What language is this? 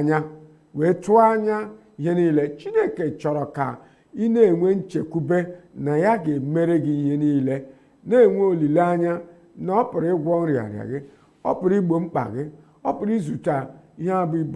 Igbo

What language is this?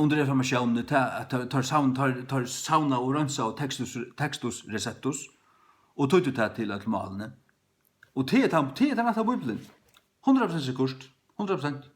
Faroese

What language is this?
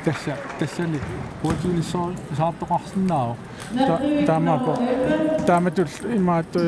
Kalaallisut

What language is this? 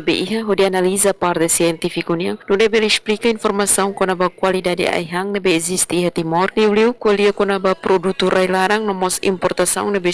Tetum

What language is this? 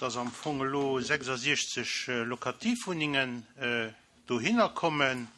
Luxembourgish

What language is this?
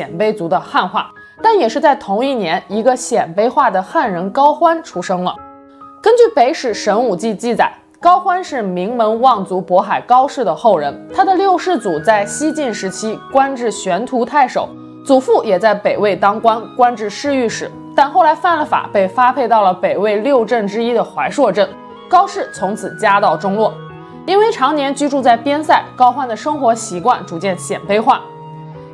Chinese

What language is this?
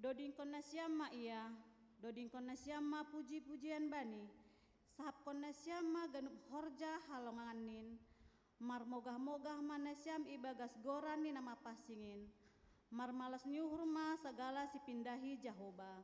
Batak Simalungun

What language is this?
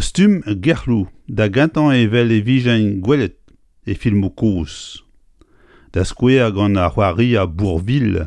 Breton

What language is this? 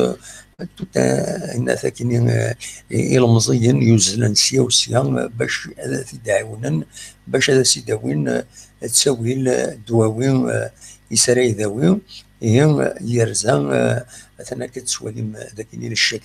Kabyle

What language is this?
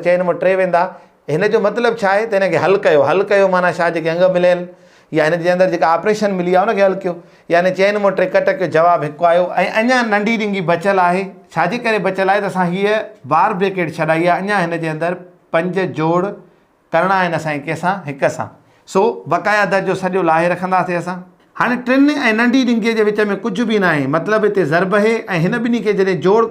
Sindhi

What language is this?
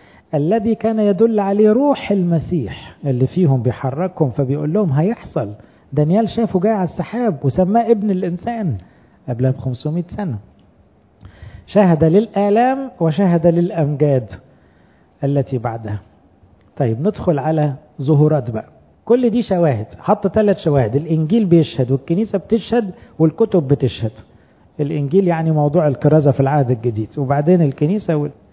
Egyptian Arabic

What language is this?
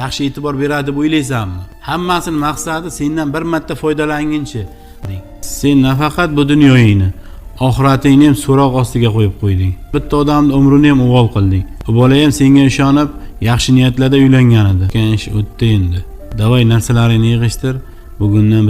Uzbek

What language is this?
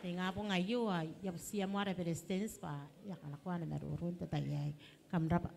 Gilbertese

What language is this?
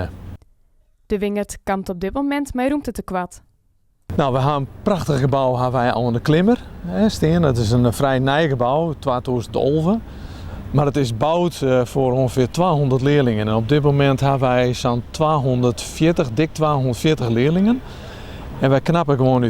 Western Frisian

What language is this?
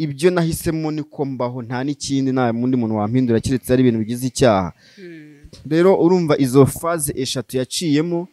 Kinyarwanda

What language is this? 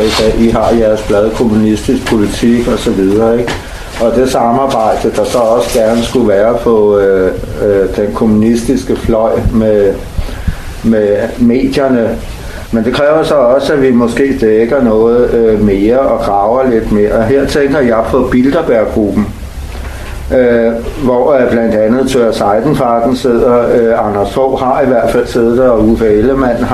Danish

